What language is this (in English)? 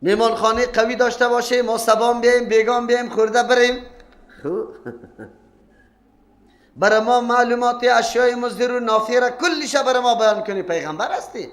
Persian